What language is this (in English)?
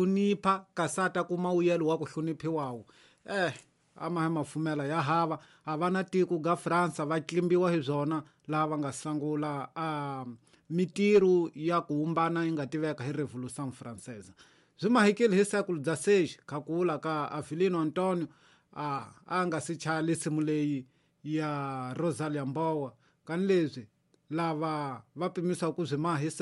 Tsonga